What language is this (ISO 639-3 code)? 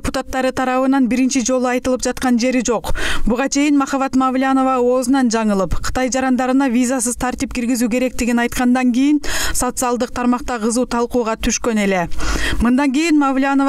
kir